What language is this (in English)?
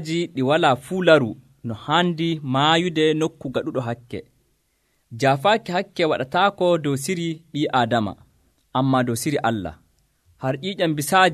Nigerian Fulfulde